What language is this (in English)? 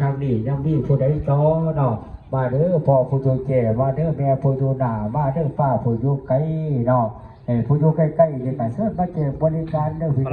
Lao